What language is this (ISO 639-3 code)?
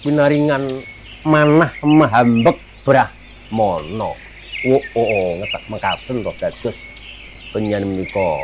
jav